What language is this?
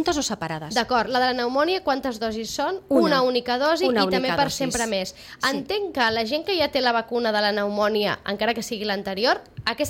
Catalan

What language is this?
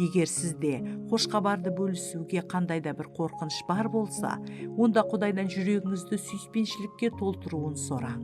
Kara-Kalpak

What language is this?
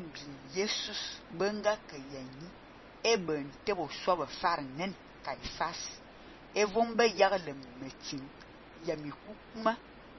Fang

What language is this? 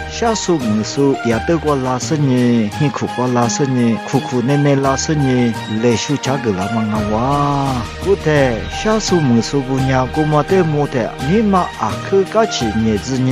Lisu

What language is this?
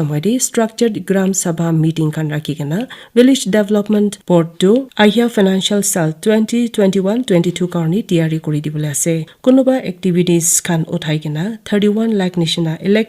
Naga Pidgin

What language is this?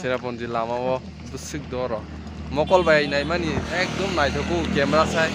Kok Borok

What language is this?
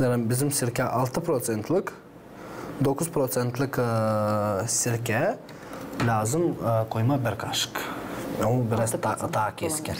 Gagauz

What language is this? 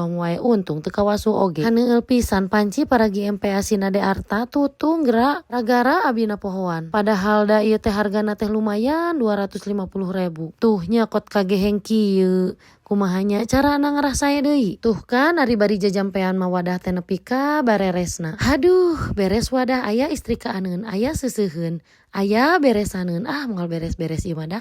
Sundanese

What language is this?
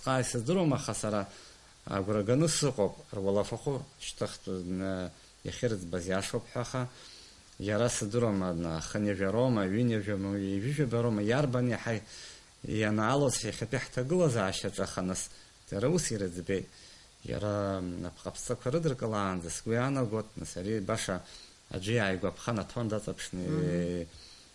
Abkhazian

